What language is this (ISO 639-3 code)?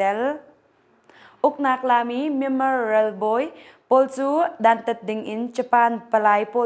cnh